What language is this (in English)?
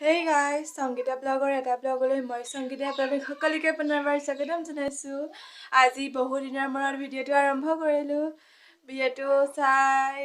Assamese